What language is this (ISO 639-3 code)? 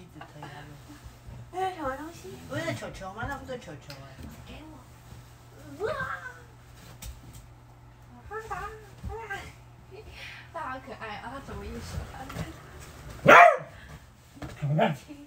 zho